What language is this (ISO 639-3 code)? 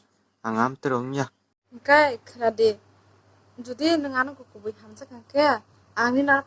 trp